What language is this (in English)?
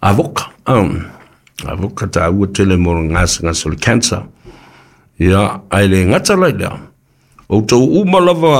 Samoan